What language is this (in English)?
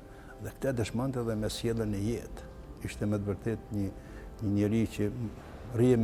Albanian